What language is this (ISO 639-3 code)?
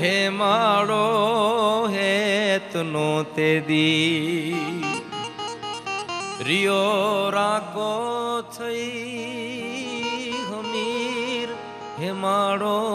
guj